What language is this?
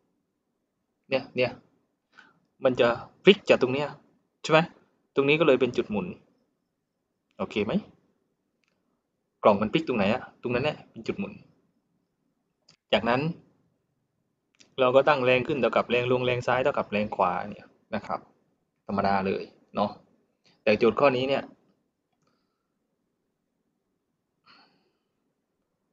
Thai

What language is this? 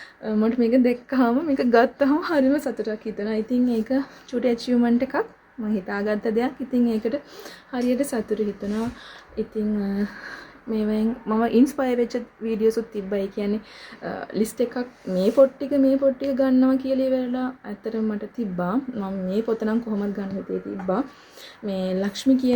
Sinhala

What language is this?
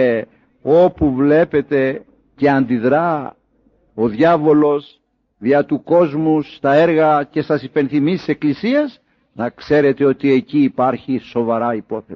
Greek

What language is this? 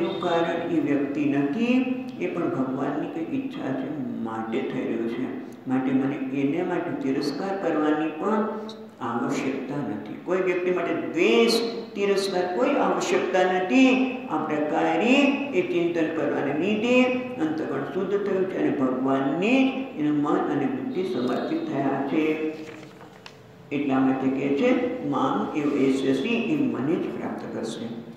Gujarati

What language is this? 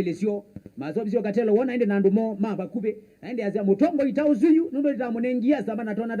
Kamba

